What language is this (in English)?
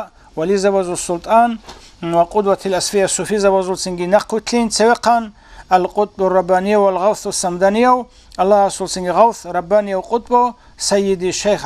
Avaric